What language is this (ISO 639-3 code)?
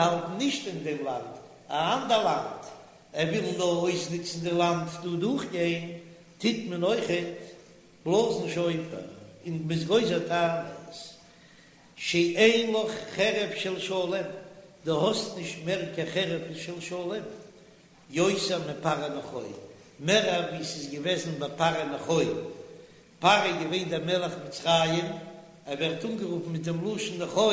yid